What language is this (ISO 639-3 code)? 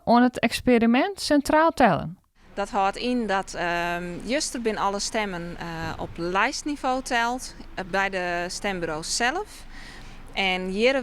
fry